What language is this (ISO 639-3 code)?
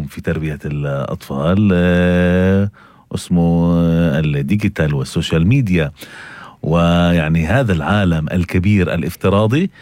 apc